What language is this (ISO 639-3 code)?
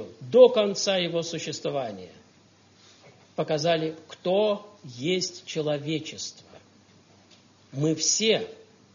rus